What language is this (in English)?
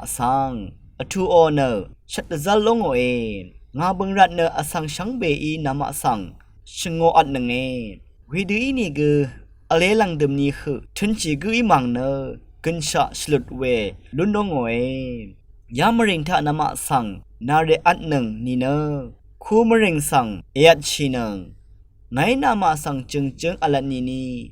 Rawang